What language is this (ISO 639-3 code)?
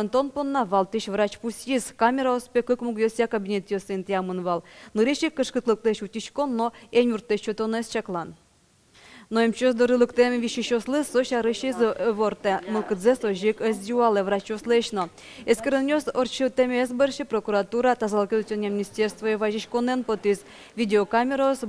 udm